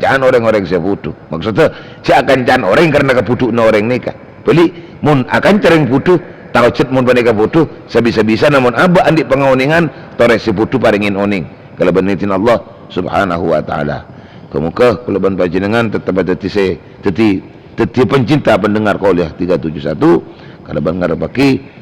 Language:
Madurese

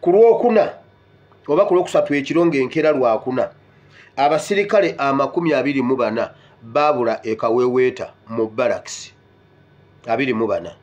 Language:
Ganda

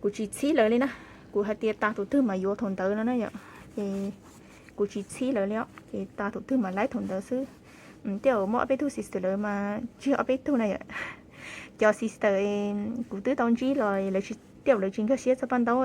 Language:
Hmong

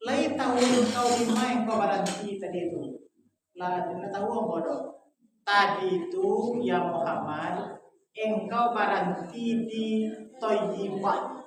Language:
Minangkabau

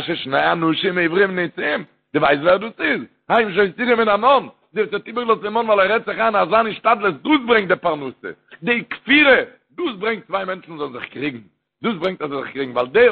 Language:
Yiddish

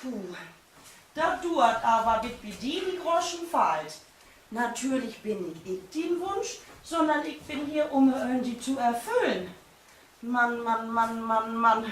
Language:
Low German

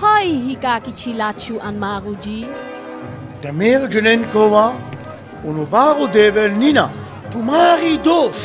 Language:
Sinte Romani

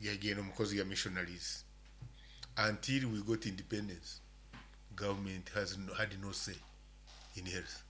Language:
Nyoro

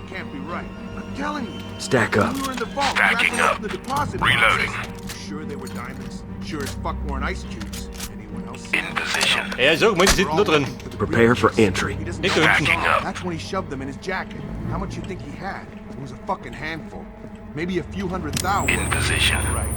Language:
Bavarian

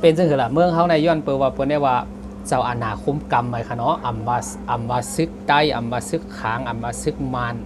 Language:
Shan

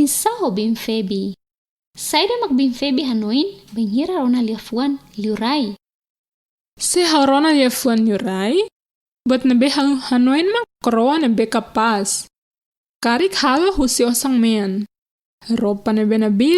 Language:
Tetum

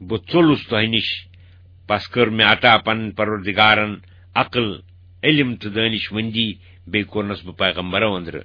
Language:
Kashmiri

